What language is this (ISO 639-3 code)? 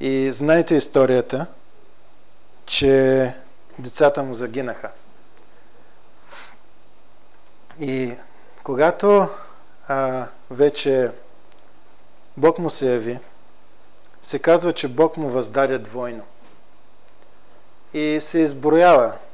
bul